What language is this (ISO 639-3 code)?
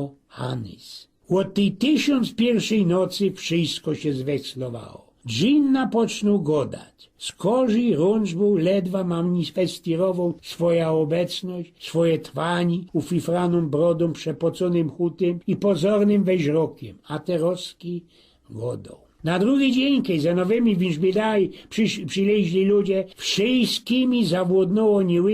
szl